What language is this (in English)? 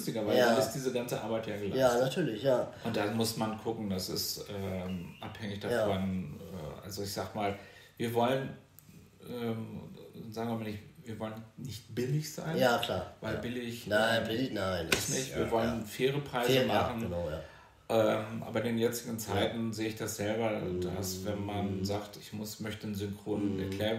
German